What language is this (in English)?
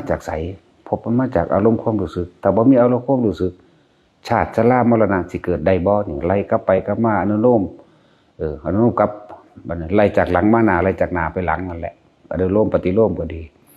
Northeastern Thai